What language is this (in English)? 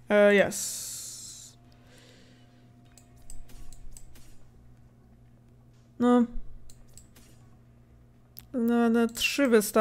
Polish